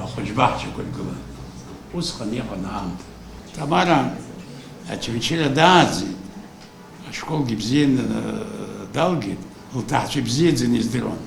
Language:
Abkhazian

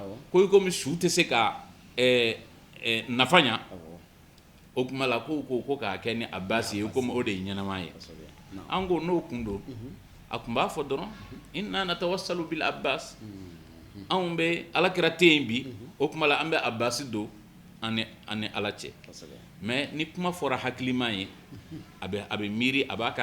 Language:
Bambara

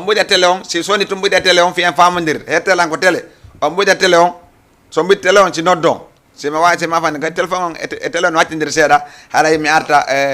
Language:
Fula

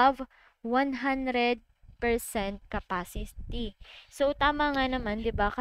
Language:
Filipino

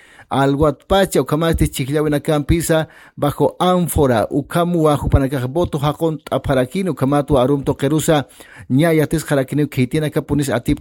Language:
Aymara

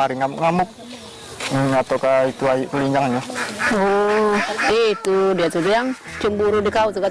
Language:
Musi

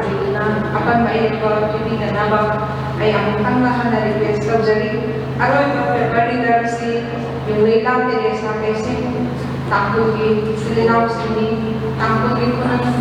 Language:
Manipuri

